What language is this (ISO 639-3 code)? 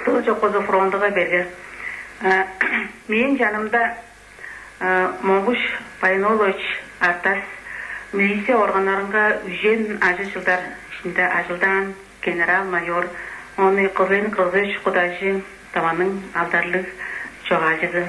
tyv